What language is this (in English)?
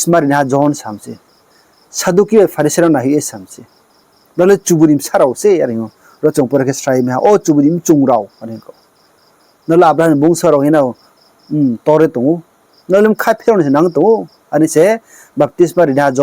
Riang (India)